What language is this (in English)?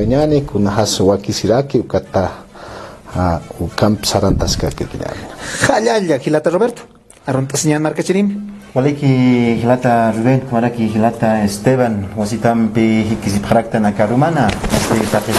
Aymara